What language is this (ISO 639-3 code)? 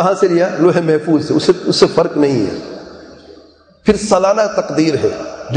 urd